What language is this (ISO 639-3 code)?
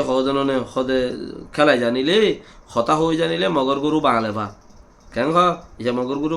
rhg